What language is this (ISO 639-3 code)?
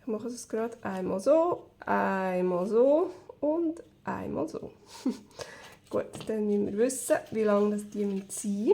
gsw